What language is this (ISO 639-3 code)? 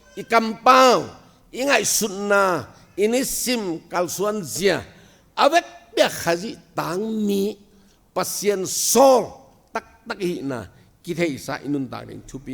ctd